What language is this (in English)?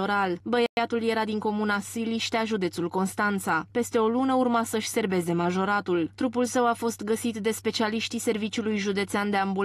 Romanian